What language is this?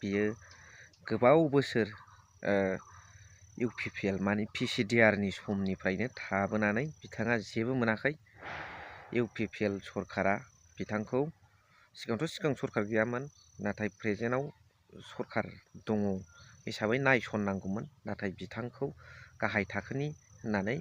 Bodo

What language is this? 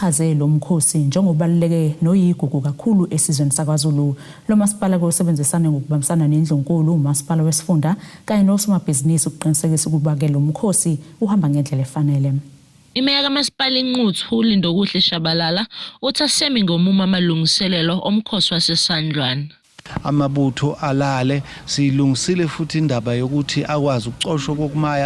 Zulu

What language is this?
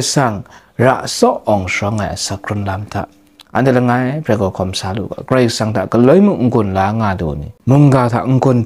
Kachin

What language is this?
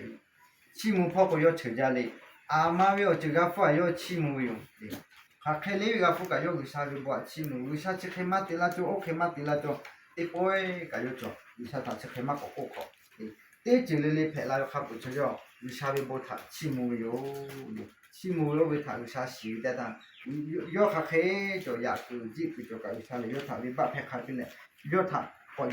Lahu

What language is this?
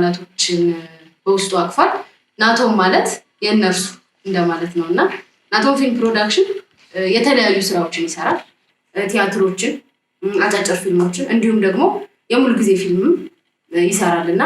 Amharic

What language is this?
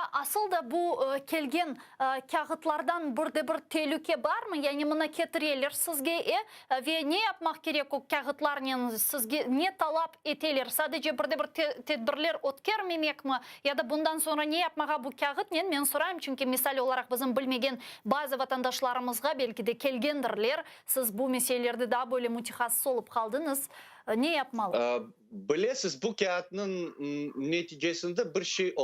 Crimean Tatar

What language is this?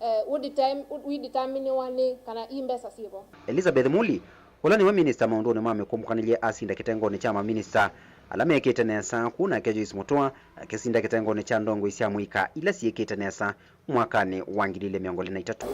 Kamba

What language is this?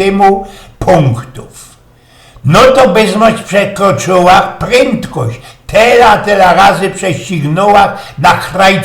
Silesian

